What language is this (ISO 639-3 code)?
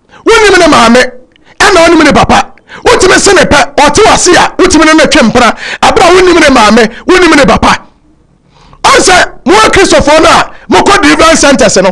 aka